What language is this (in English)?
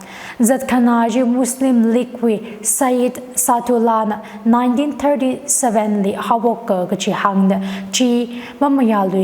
Tangkhul Naga (India)